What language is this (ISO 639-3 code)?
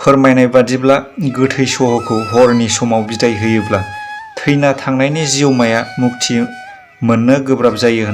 brx